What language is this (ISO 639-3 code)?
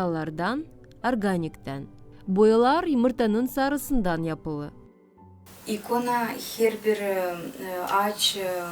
gag